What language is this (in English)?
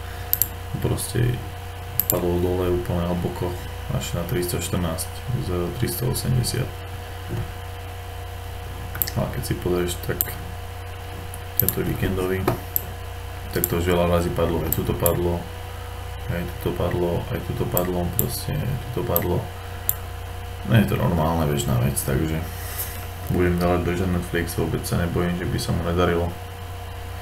Slovak